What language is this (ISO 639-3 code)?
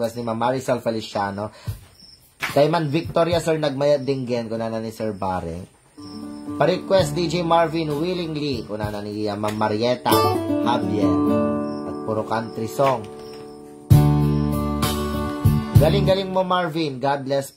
ilo